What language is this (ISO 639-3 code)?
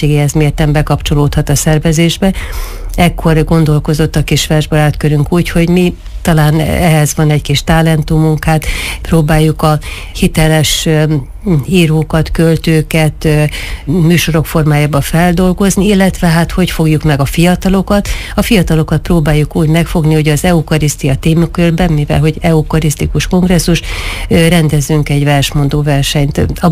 hun